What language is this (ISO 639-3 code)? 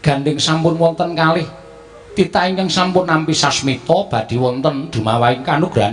jav